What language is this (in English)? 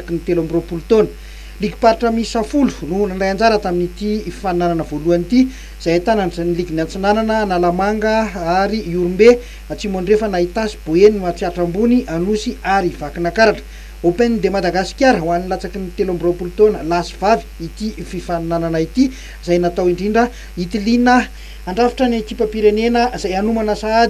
Malagasy